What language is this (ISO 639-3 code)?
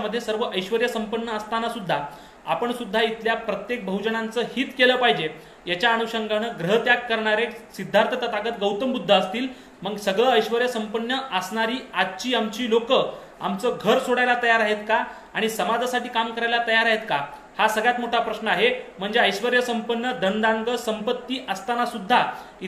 mar